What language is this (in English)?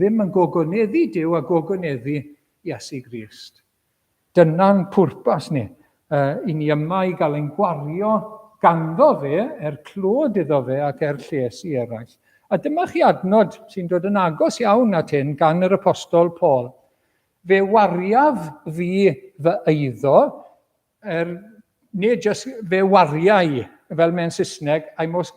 Welsh